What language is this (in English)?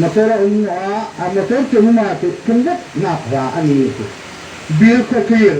Hmar